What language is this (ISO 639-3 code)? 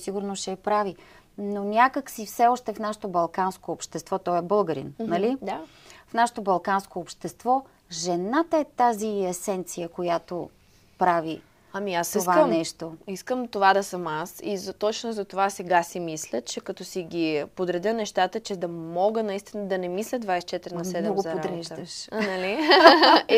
bul